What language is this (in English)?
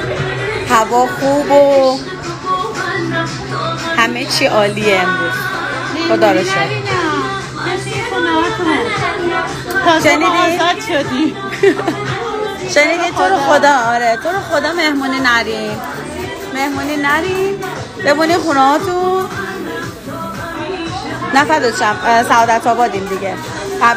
Persian